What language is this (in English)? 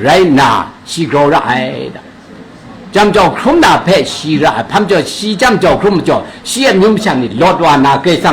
Kachin